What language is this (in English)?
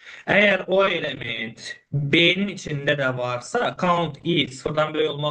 Azerbaijani